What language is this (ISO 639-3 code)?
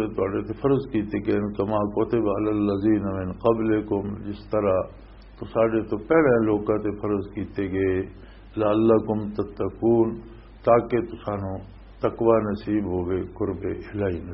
lah